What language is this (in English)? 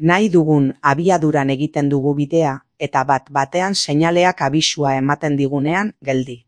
Basque